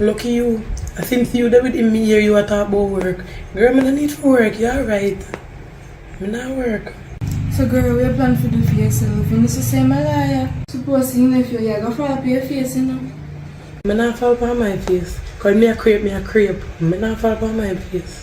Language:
Jamaican Creole English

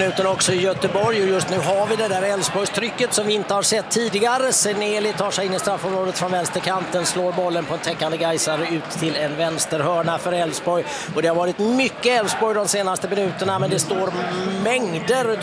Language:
Swedish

